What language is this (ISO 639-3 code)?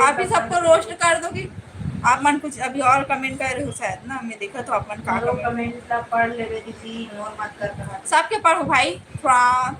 hne